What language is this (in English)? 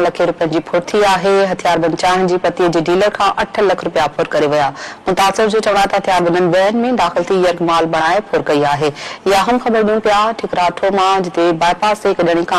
Sindhi